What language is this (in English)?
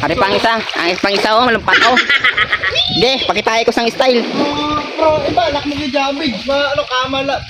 Hiligaynon